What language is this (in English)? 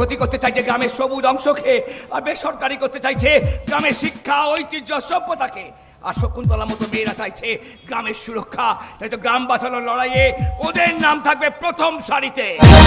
Bangla